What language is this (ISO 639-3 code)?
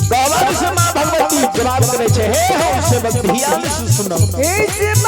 mai